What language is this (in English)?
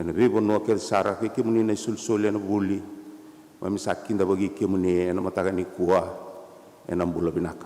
Fijian